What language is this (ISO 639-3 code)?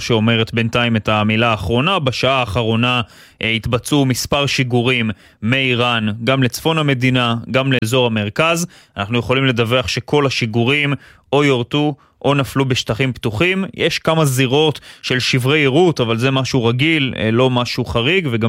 heb